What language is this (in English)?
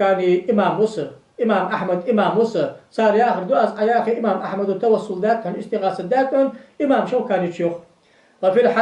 Ingush